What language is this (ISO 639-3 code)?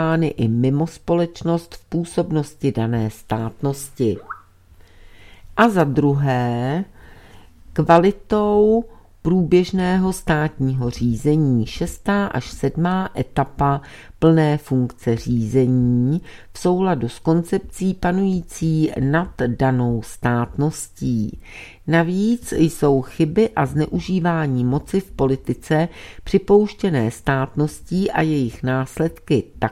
ces